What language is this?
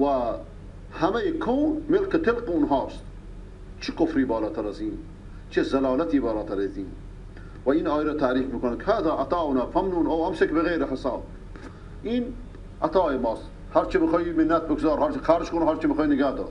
Persian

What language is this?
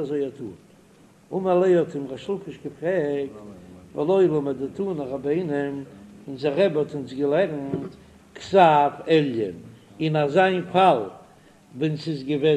Yiddish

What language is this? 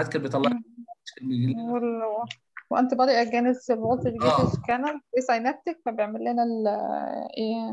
Egyptian Arabic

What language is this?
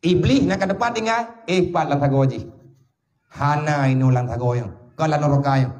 Achinese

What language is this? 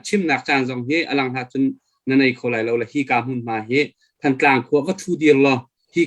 Hakha Chin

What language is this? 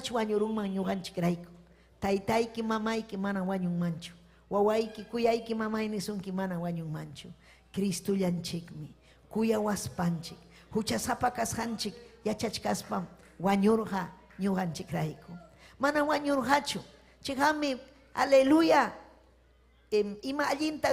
Ayacucho Quechua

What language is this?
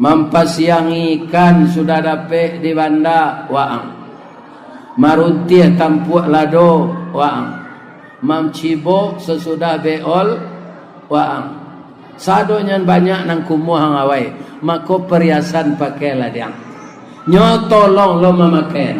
Minangkabau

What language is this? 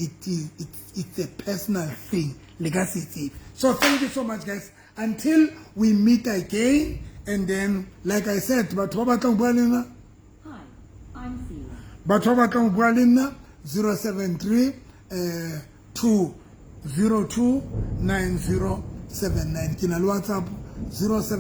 Southern Sotho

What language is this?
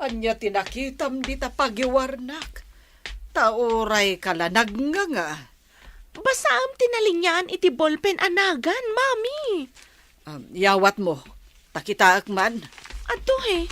Iloko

